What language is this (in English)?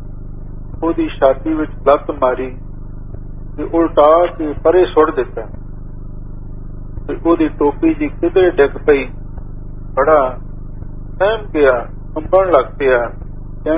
Punjabi